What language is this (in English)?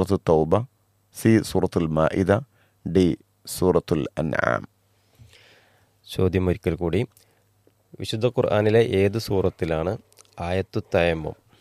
Malayalam